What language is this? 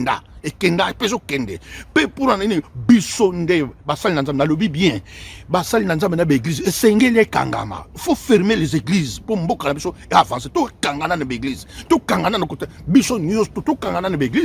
Lingala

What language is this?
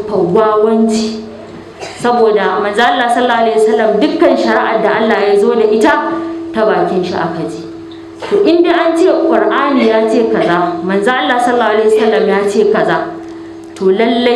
Hausa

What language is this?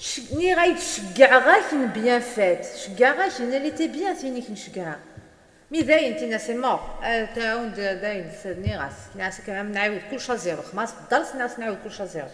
Kabyle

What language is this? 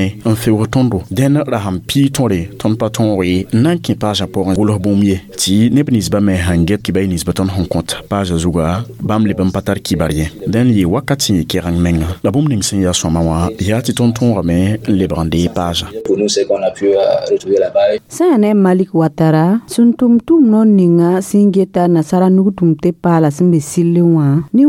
Mossi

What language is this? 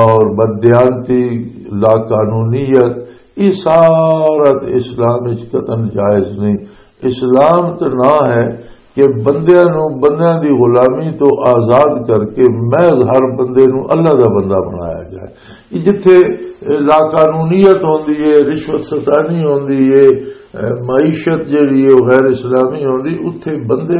Western Panjabi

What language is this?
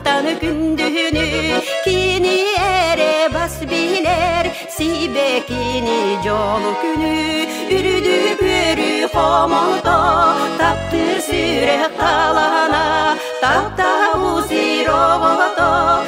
Yakut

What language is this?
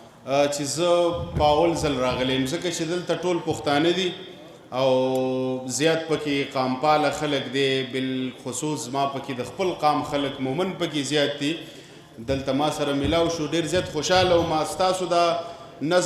Pashto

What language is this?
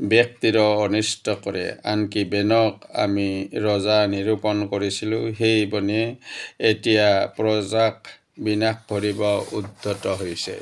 Assamese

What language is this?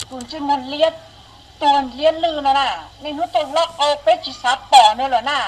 Hmong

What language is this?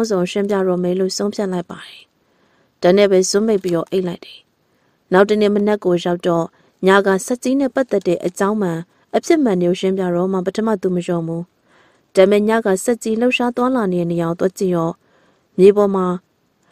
Burmese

